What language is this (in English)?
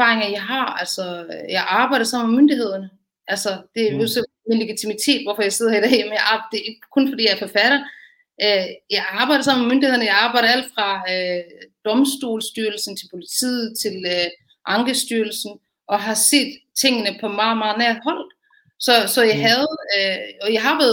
Danish